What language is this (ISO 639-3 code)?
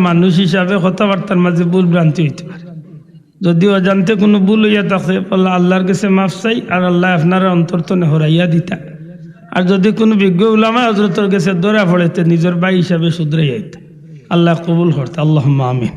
syl